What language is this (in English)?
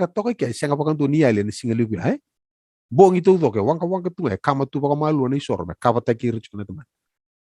Fijian